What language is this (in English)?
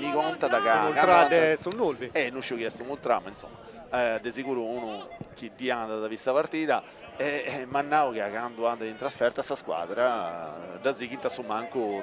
Sardinian